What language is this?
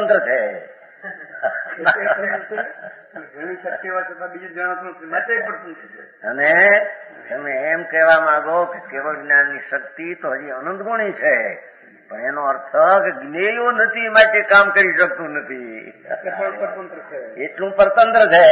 Gujarati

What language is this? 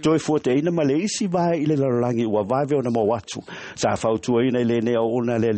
Samoan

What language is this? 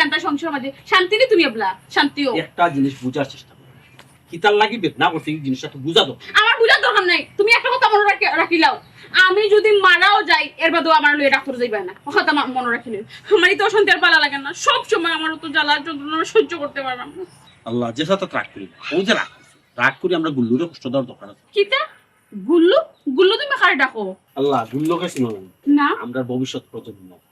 Sylheti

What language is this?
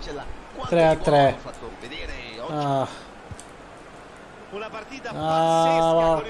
Italian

